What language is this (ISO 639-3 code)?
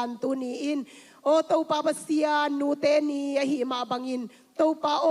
ctd